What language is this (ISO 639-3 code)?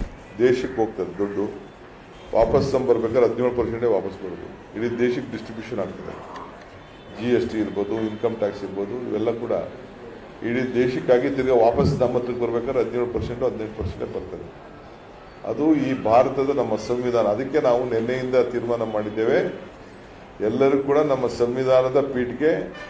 kan